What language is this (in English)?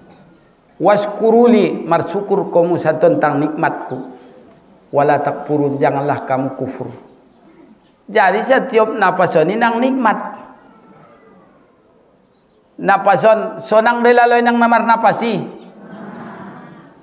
Batak Mandailing